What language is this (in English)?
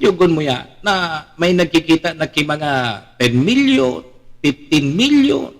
Bikol